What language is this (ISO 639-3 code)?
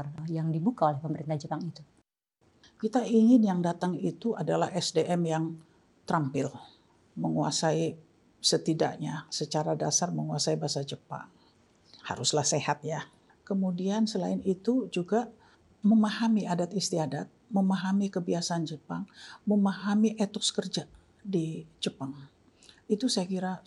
ind